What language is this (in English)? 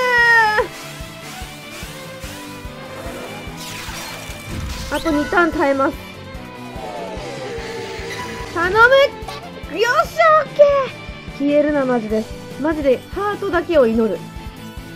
Japanese